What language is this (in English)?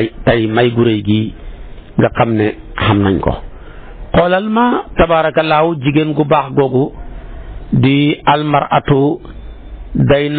Wolof